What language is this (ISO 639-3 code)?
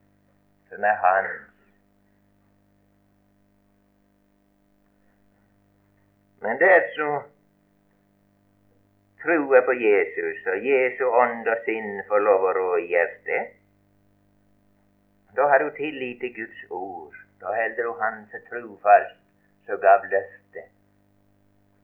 nor